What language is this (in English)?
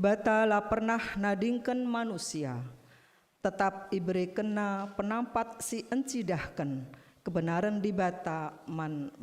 Batak Karo